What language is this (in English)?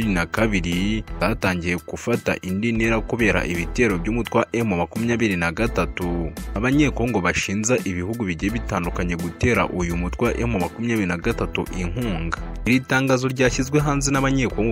Kinyarwanda